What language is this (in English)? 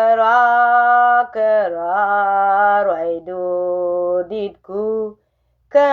Nuer